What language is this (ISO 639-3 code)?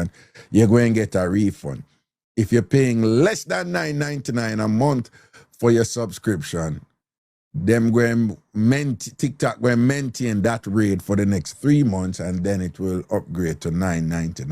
jam